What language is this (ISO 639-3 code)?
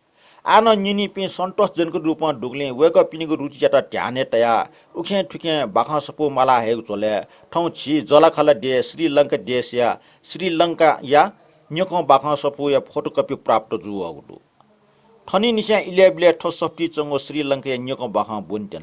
new